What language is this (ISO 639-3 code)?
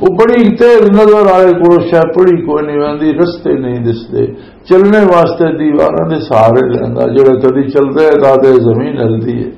lah